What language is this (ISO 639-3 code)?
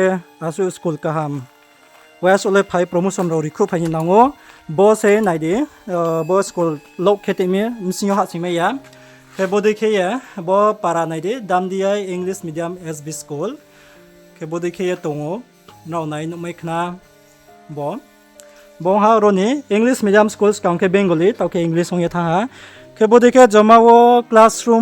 ria